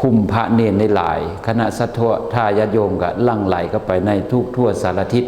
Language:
Lao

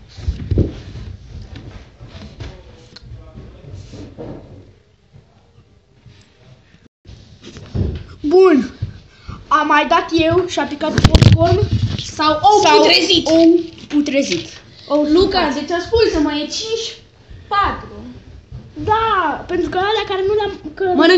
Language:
Romanian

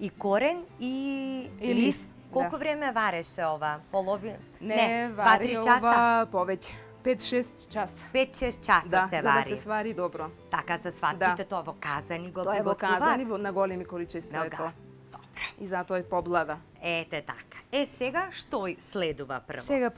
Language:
Macedonian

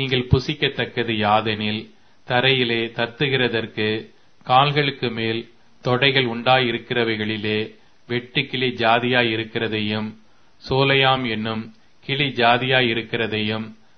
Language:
Tamil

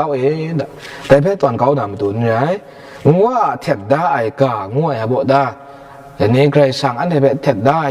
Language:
Kachin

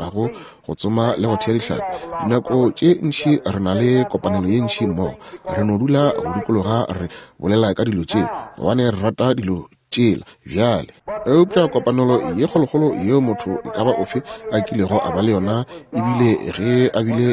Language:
Northern Sotho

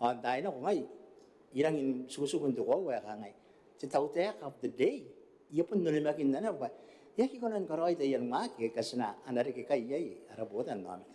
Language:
Gilbertese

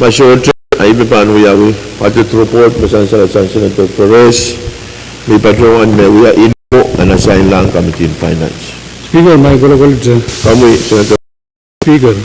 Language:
Pohnpeian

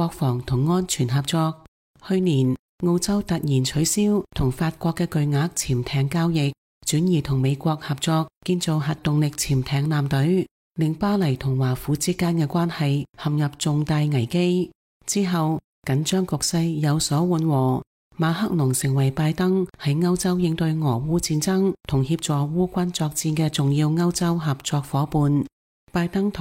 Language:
Cantonese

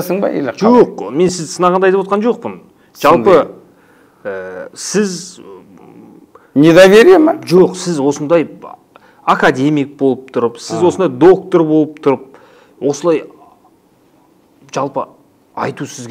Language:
Kazakh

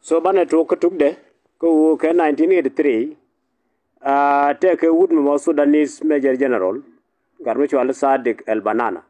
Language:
Nuer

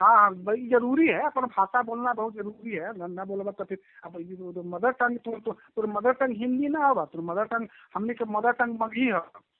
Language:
Magahi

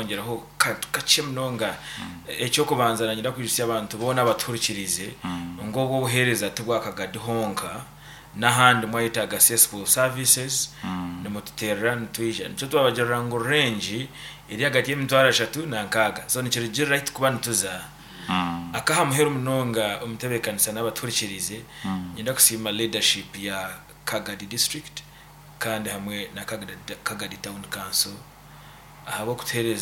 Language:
Nyankole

